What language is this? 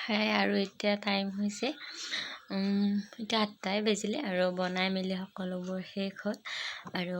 Assamese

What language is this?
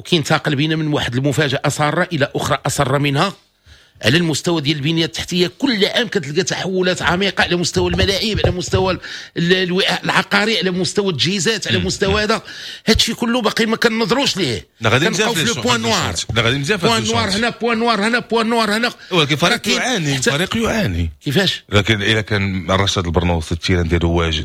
Moroccan Arabic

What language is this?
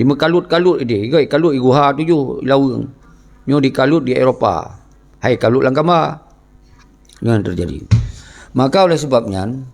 Achinese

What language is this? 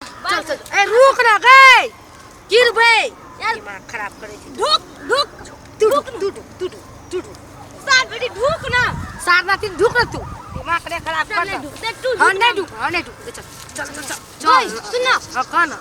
Maithili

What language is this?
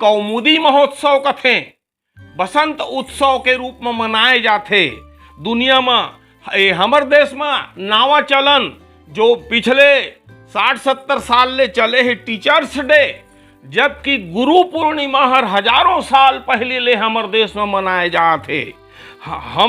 Chhattisgarhi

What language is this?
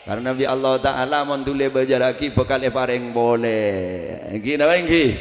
Madurese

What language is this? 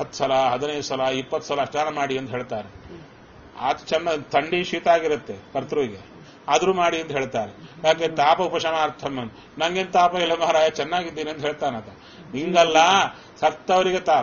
Kannada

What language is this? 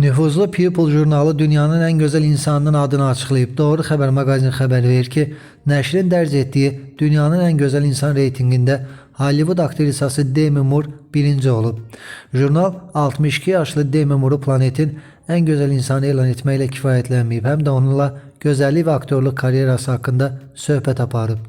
Azerbaijani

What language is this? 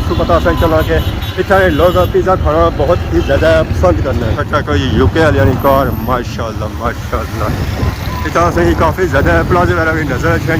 Pahari-Potwari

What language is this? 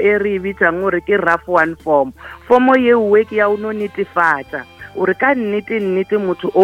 Northern Sotho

